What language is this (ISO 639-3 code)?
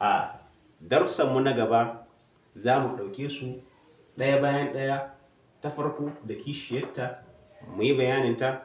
hau